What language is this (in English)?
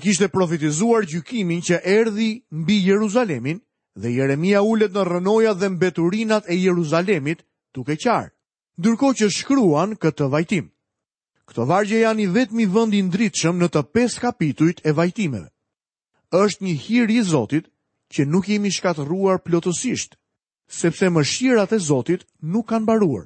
Albanian